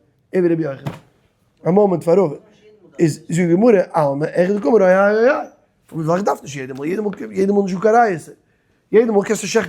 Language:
Yiddish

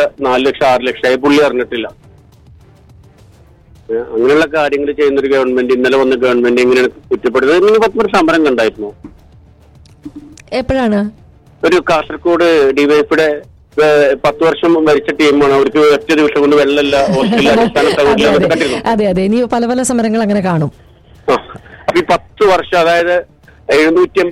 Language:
Malayalam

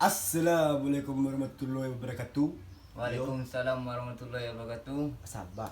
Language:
Minangkabau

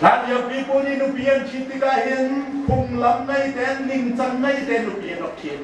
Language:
Hakha Chin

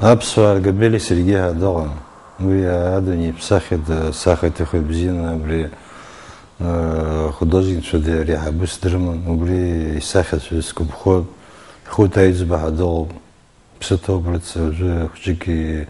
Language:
Abkhazian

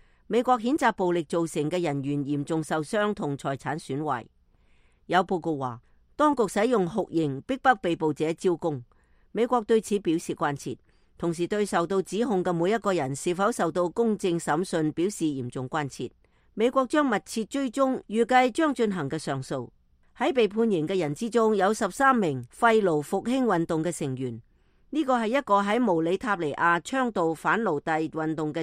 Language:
Cantonese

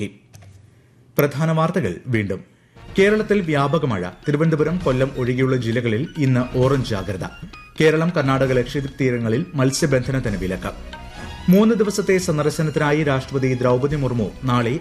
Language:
Malayalam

